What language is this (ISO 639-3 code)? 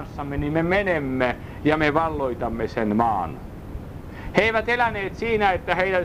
fin